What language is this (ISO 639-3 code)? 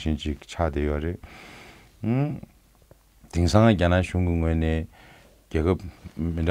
bod